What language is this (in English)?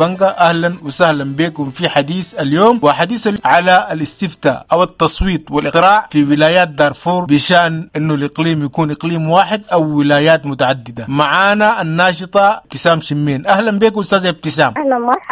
Sudanese Arabic